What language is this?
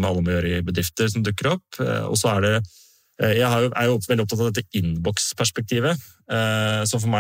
Norwegian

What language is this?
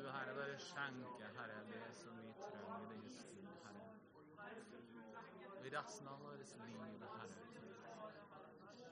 Norwegian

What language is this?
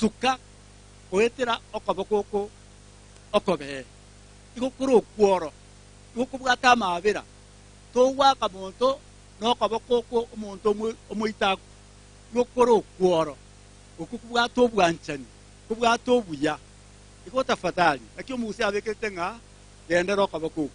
Gusii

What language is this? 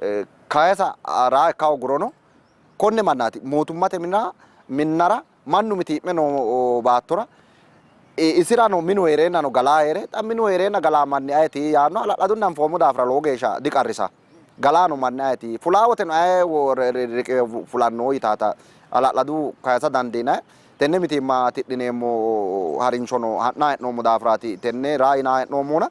Sidamo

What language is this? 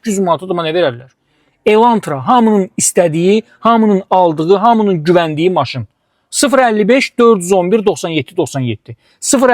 Azerbaijani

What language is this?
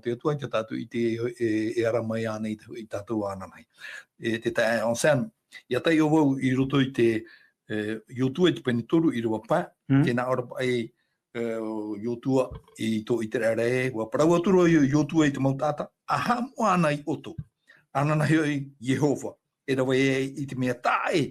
Tahitian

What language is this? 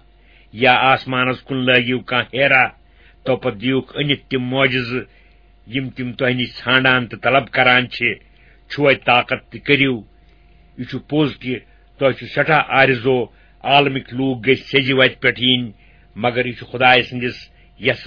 Kashmiri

